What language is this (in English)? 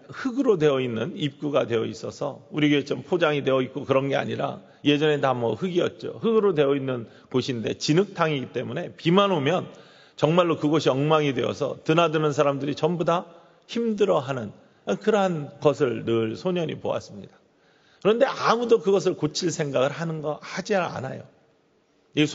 Korean